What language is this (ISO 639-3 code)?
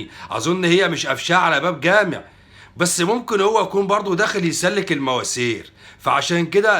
arz